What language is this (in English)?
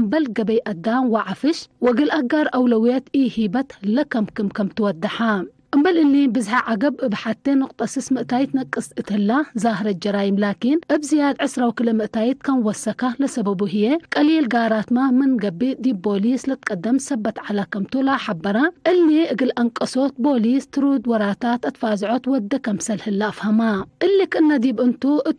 Tigre